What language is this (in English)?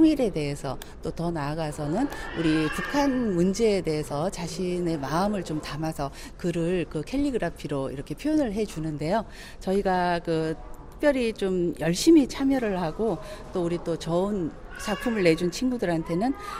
Korean